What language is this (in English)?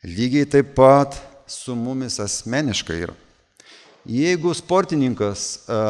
Lithuanian